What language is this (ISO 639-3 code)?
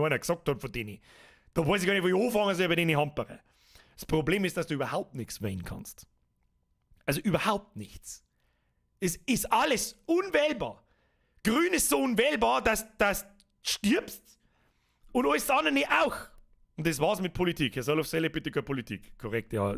bar